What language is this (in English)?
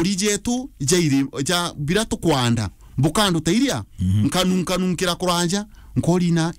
Meru